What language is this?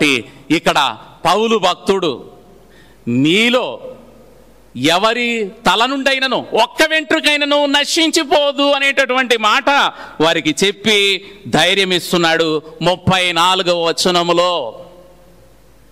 Telugu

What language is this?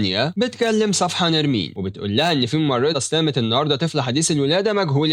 Egyptian Arabic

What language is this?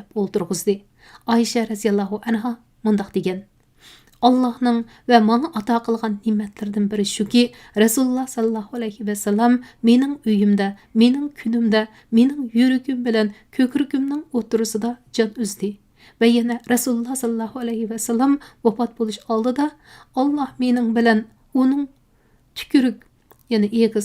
Uyghur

